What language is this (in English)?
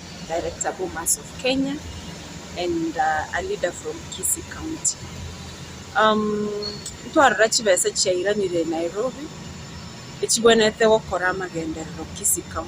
Gusii